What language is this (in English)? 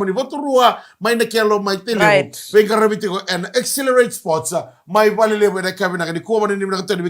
Fijian